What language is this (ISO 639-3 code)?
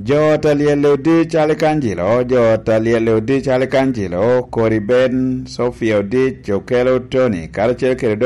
laj